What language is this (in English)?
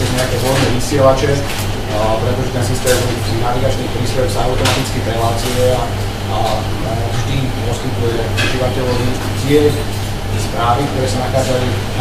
Slovak